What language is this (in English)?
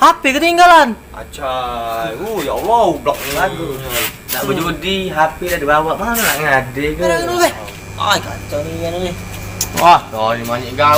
Musi